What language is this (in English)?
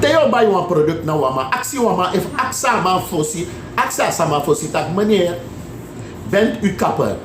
Sranan Tongo